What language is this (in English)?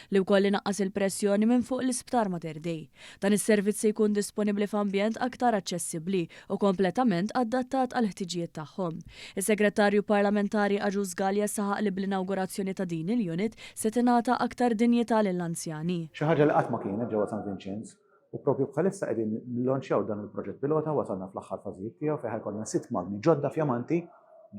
Maltese